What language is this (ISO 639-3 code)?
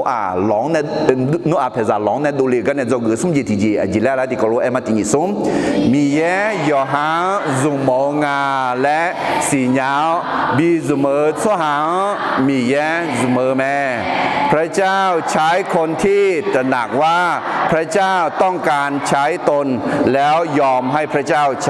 ahk